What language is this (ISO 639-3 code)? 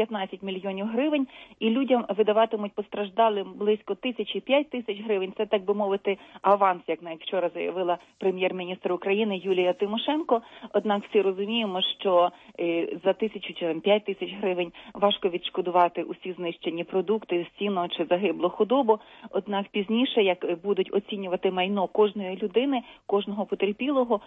ukr